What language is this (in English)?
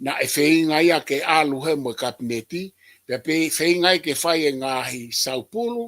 Tongan